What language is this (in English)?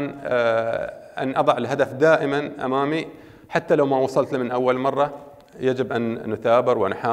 Arabic